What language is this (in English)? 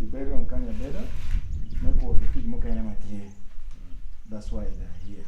Acoli